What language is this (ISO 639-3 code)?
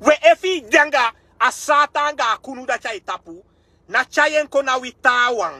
srn